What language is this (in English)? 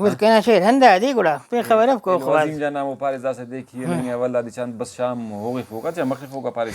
Brahui